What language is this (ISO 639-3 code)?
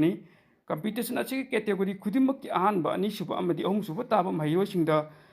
mni